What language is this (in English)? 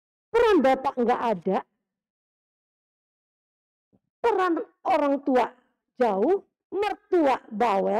Indonesian